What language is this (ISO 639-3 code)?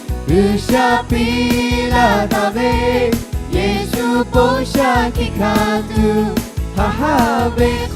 lhu